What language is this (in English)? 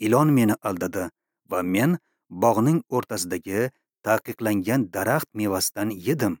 Uzbek